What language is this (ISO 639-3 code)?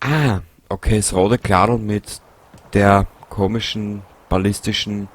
bar